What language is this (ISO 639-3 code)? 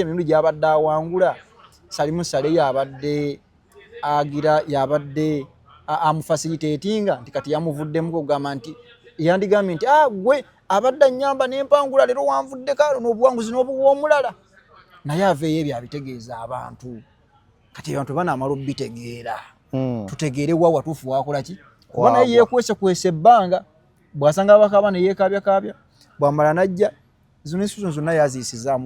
lug